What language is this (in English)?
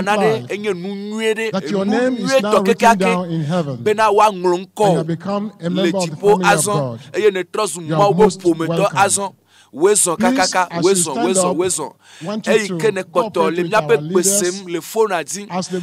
Ewe